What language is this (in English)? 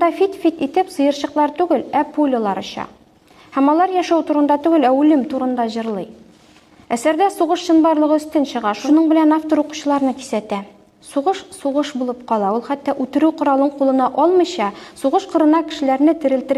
Tatar